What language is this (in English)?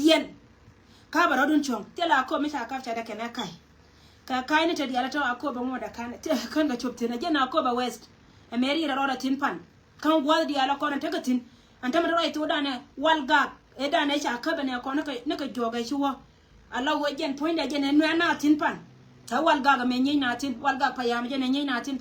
Nuer